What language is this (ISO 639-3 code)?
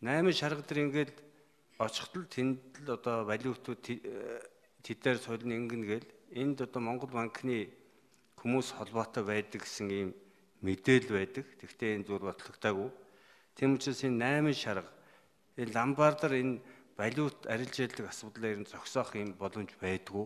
mon